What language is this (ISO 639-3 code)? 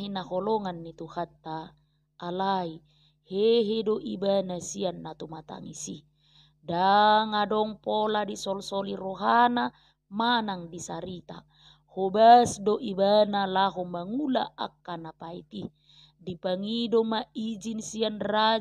bbc